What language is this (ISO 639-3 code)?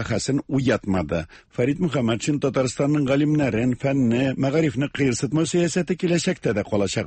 tat